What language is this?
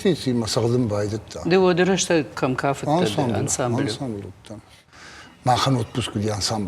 Ossetic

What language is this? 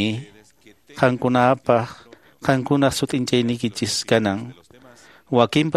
Quechua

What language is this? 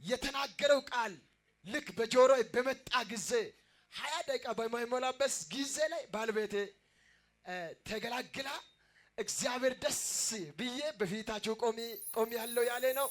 Amharic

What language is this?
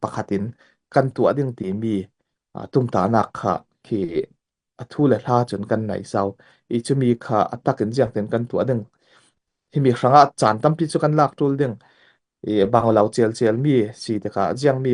Falam Chin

